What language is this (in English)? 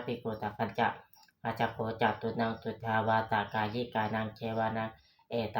Pali